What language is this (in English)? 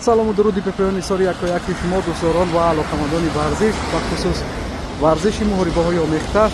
Tajik